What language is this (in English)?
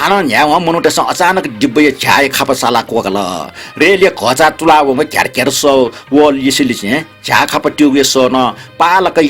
Newari